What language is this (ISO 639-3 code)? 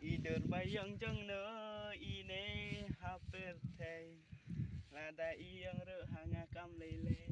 kha